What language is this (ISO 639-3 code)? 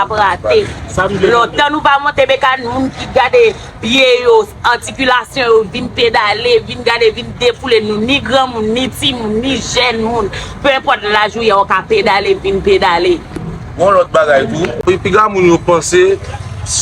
hat